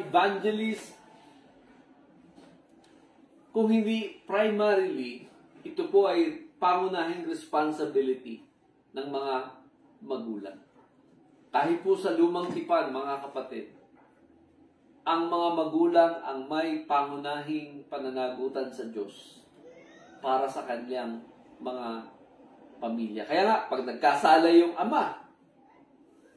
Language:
Filipino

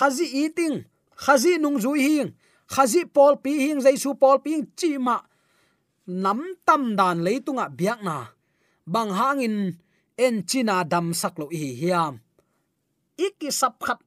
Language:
Tedim Chin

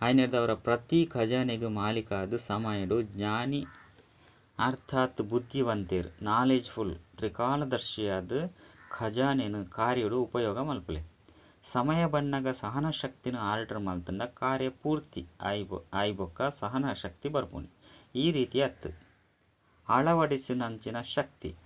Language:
Tulu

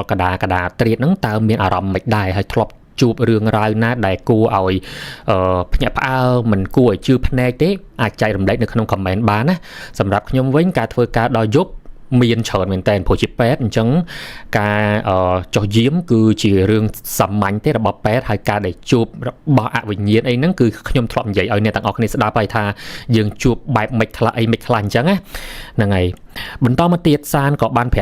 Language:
Khmer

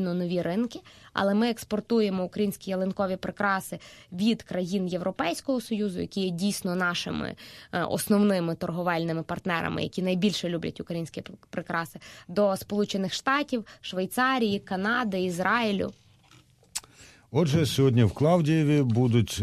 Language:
Ukrainian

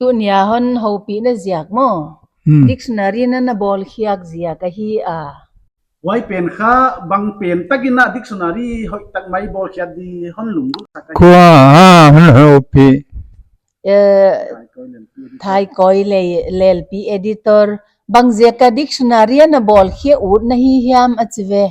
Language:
Paite Chin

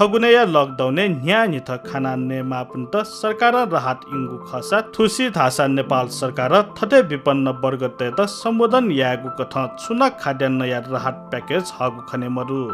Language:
Newari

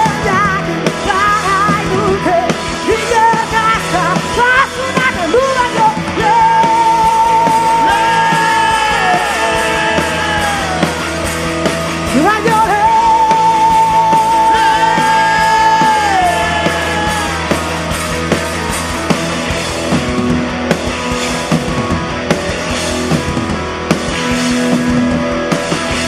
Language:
Basque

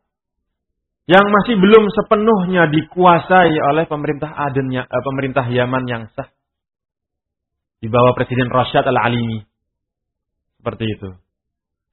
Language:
Indonesian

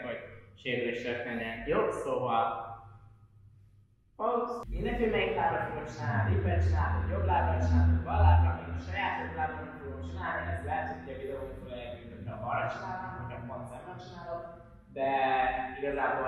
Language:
Hungarian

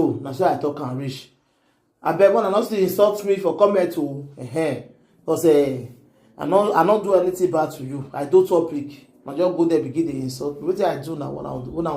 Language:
Nigerian Pidgin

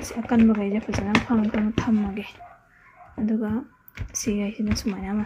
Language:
Manipuri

